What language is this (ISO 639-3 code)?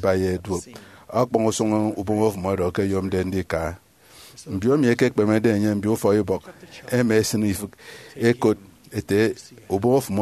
efi